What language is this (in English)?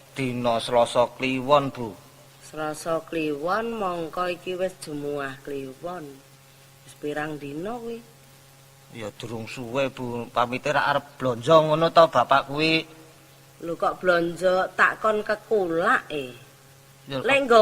Javanese